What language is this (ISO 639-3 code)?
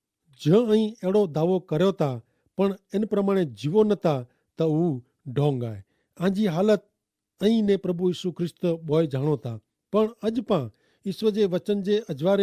kfr